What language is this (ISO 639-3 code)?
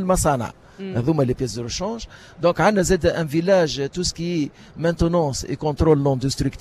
aeb